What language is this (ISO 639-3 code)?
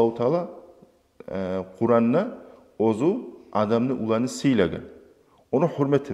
kum